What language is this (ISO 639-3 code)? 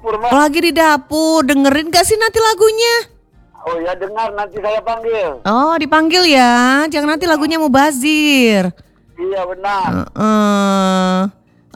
ind